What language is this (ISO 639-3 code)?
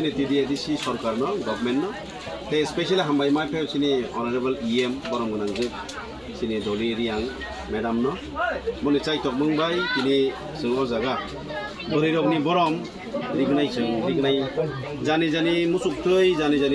trp